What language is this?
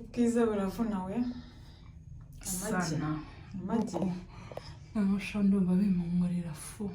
Kinyarwanda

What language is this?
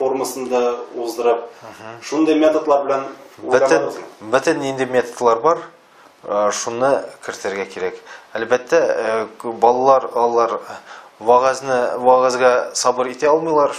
Tatar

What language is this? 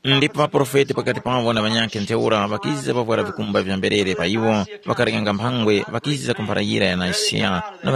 Tumbuka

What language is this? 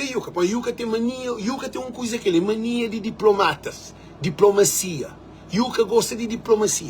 Kabuverdianu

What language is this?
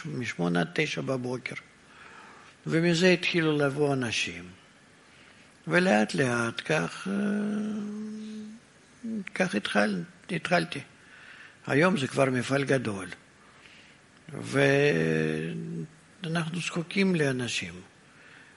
Hebrew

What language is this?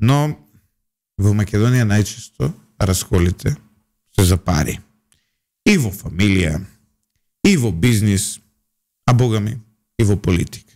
Macedonian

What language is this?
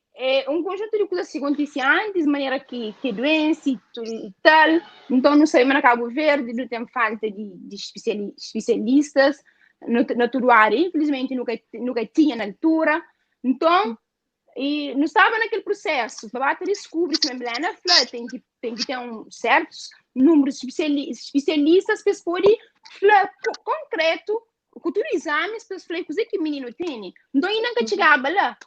Kabuverdianu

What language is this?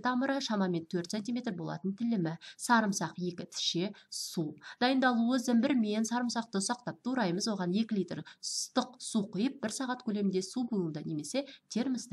Kazakh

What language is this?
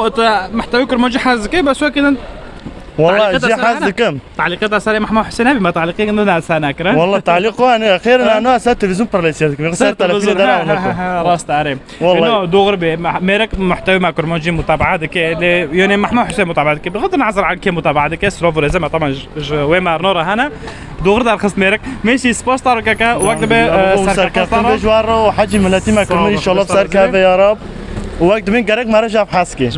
Kurdish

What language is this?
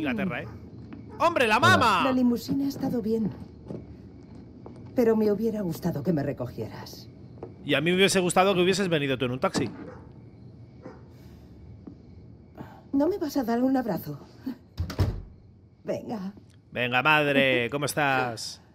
Spanish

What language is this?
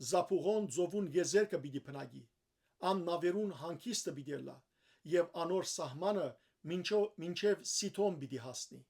Western Armenian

